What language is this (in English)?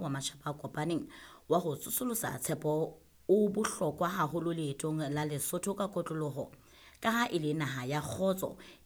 Southern Sotho